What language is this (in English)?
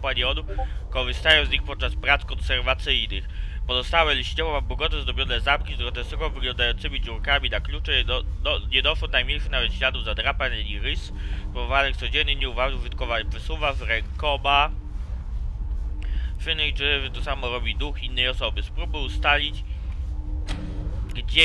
Polish